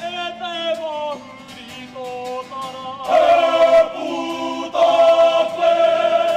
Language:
Māori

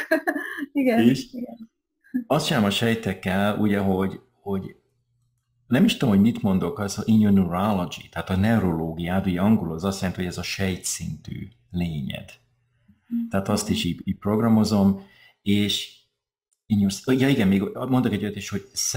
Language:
Hungarian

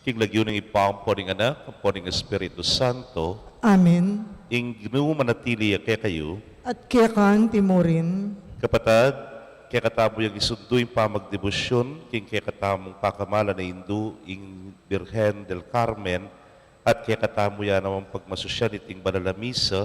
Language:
Pampanga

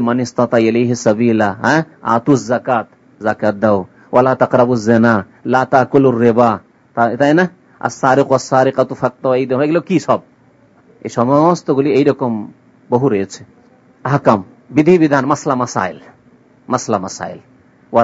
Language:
Bangla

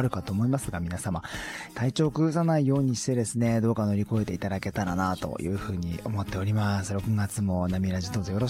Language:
Japanese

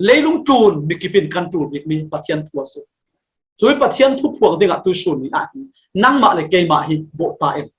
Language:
Falam Chin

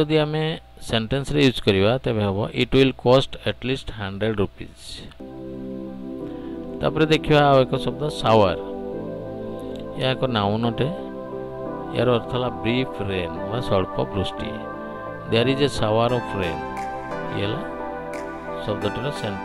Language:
Odia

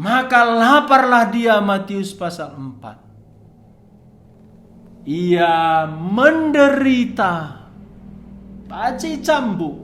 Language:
Batak Karo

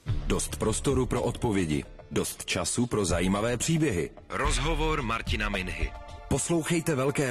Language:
Czech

